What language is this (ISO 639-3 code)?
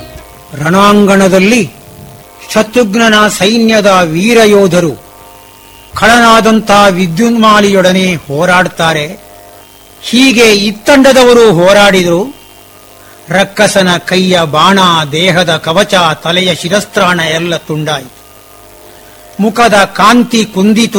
kan